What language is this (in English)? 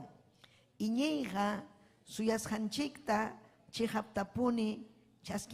Ayacucho Quechua